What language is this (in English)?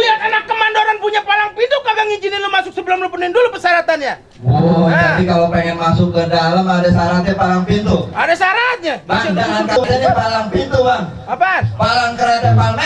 Betawi